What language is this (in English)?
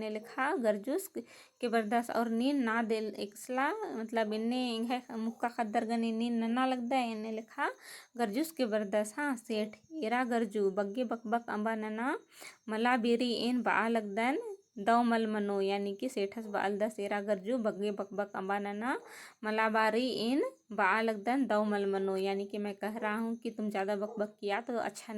Kurukh